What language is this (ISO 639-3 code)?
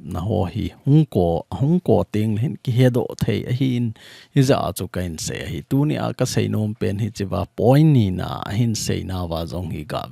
tcz